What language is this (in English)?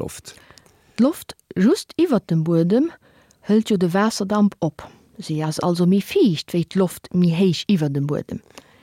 Luxembourgish